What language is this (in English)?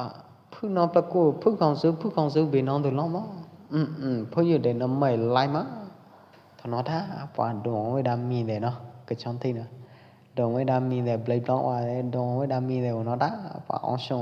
Pwo Eastern Karen